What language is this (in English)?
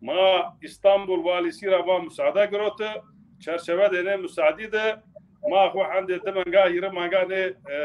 Zaza